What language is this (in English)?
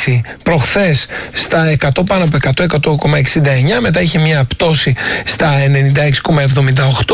Greek